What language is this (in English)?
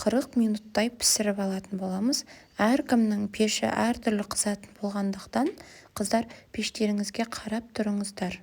Kazakh